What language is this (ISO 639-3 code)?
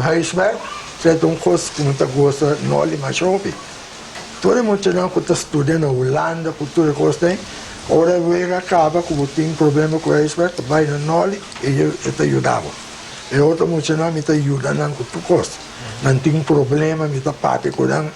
pap